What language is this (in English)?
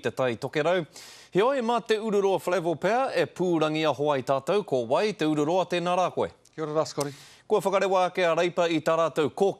Māori